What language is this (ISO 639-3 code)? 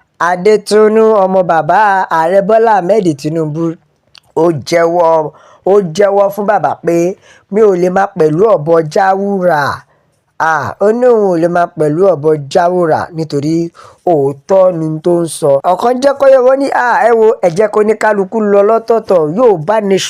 yor